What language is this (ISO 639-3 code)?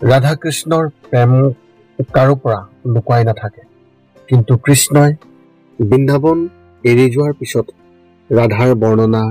asm